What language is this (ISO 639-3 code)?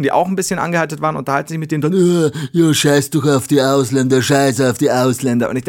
deu